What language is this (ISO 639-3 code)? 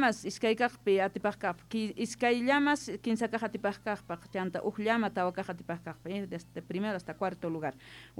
quh